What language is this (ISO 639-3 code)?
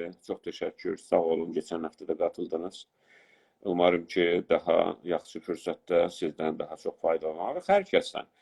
azb